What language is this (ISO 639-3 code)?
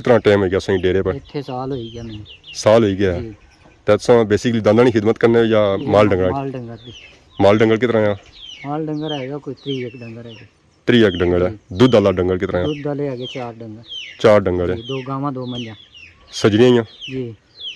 phr